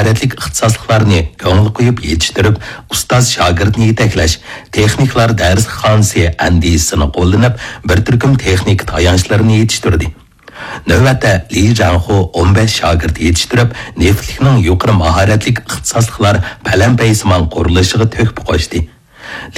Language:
Uyghur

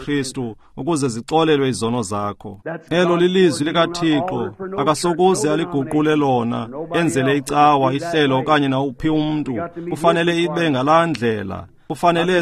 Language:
Xhosa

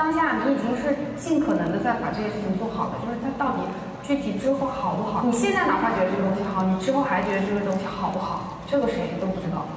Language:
Chinese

